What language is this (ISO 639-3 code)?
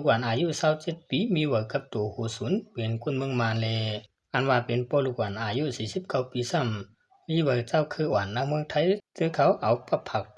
shn